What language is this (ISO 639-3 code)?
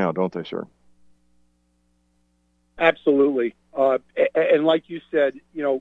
eng